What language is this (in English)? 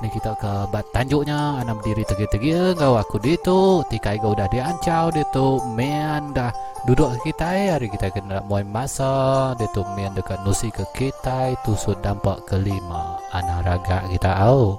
Iban